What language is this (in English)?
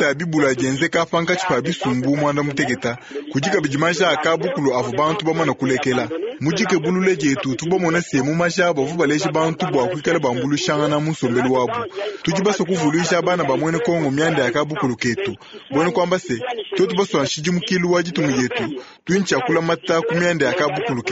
Luba-Lulua